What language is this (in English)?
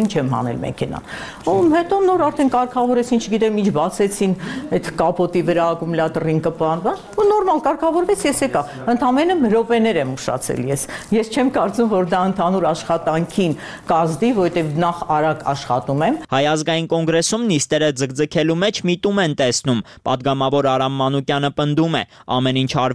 Armenian